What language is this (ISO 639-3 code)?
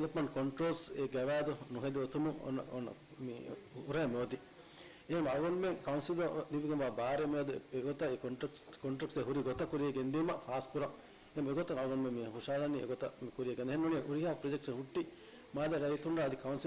div